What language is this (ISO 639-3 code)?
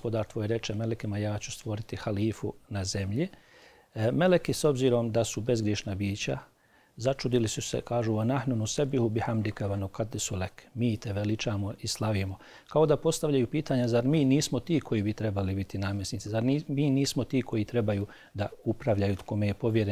bos